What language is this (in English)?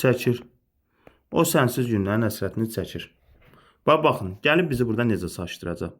Azerbaijani